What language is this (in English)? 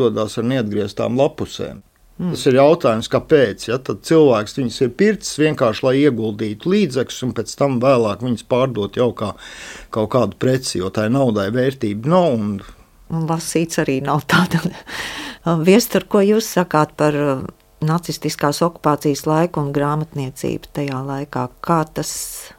Latvian